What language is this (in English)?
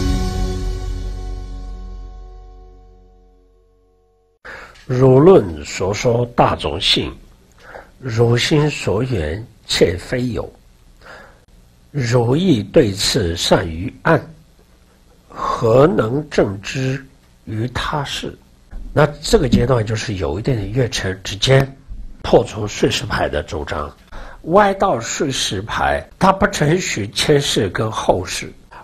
Chinese